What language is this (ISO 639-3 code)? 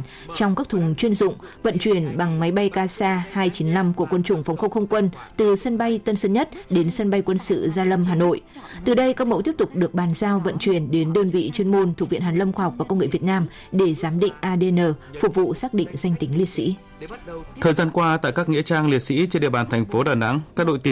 vie